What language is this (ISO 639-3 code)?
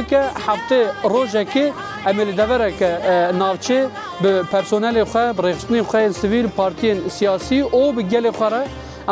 kur